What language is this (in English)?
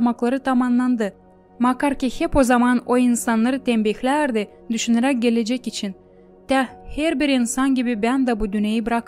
Gagauz